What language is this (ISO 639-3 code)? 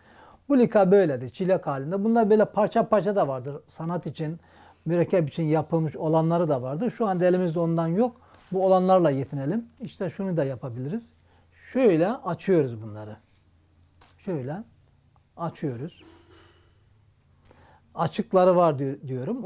tur